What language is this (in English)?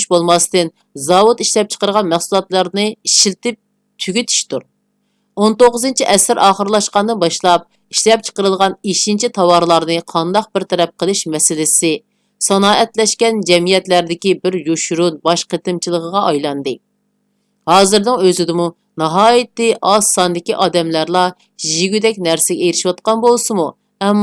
Uyghur